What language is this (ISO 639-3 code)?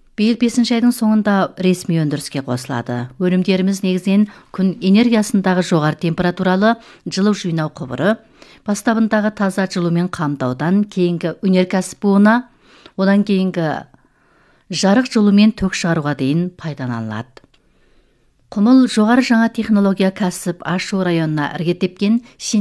kaz